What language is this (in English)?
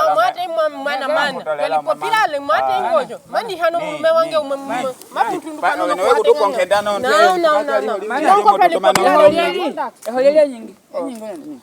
Nyaneka